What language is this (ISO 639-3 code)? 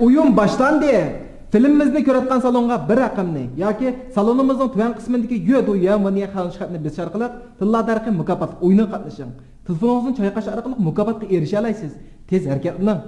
uig